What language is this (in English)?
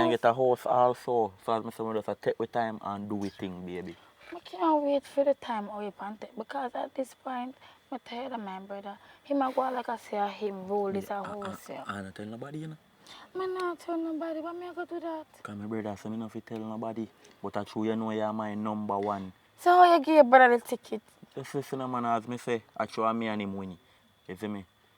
Jamaican Creole English